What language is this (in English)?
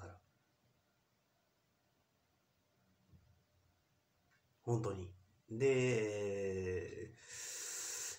Japanese